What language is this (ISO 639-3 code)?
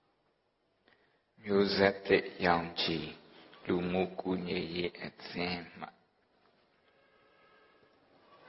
mya